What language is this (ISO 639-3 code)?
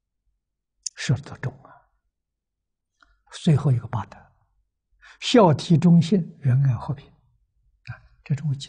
zho